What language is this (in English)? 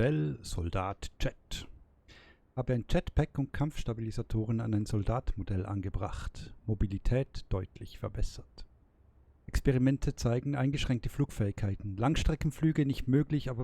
Swiss German